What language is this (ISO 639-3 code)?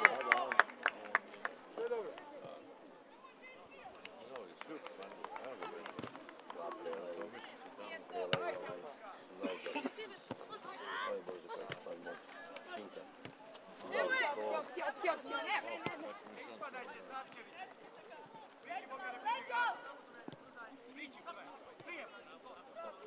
hrv